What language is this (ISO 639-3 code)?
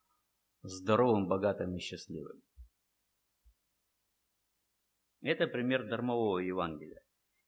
rus